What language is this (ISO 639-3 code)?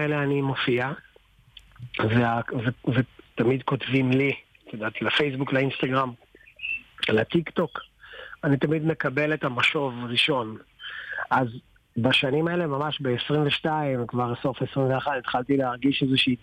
heb